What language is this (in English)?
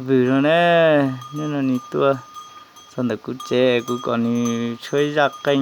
Hmong